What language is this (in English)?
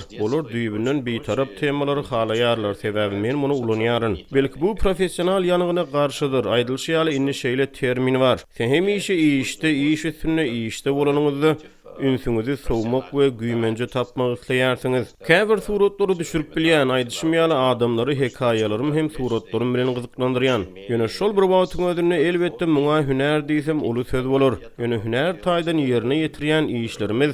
Turkmen